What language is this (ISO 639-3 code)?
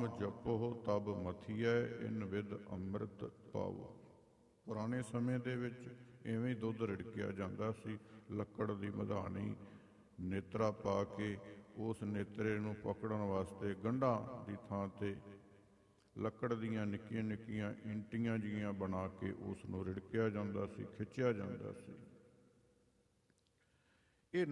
pan